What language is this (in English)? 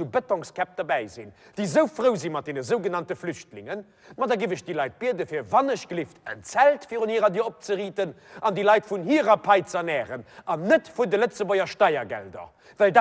Luxembourgish